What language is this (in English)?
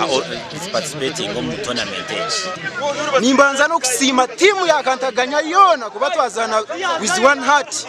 Nyankole